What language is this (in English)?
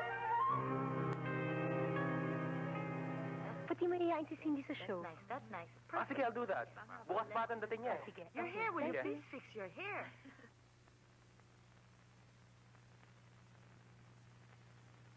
Filipino